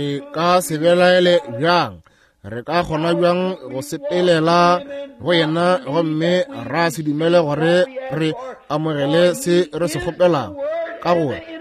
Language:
Northern Sotho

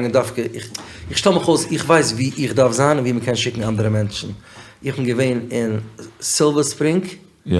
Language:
Yiddish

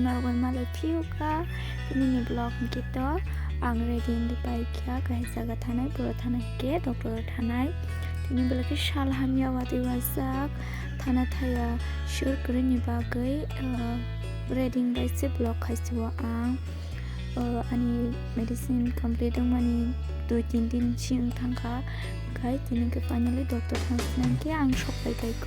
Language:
Kok Borok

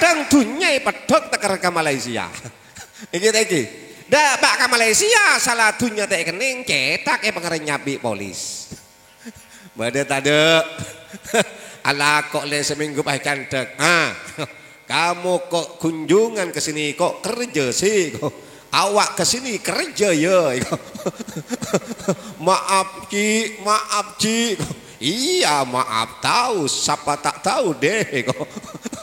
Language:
Madurese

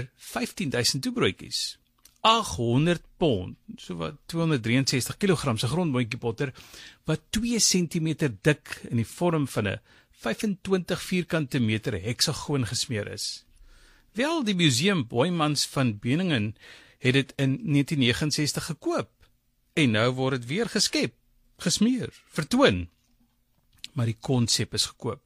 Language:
Afrikaans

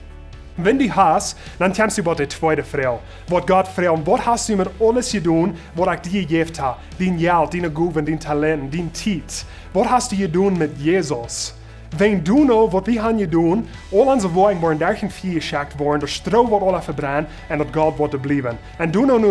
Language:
Plautdietsch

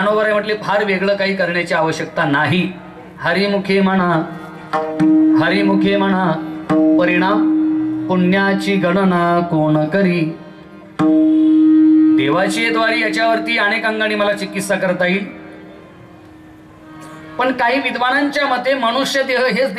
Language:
Marathi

